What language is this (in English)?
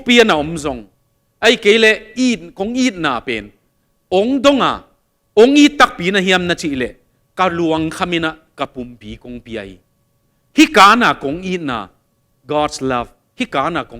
Tedim Chin